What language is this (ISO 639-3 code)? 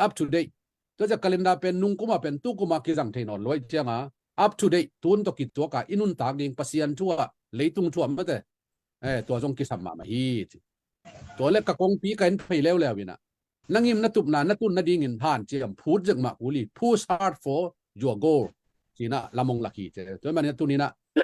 ctd